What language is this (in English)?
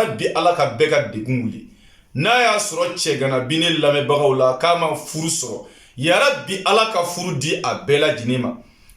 Bambara